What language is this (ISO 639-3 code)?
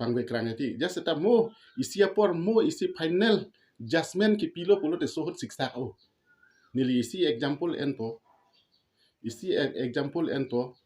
mjw